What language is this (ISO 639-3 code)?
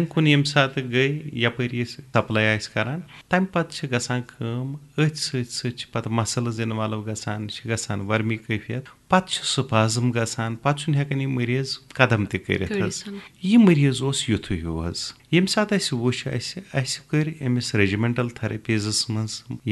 kas